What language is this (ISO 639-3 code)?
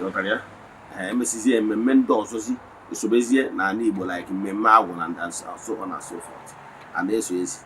ibo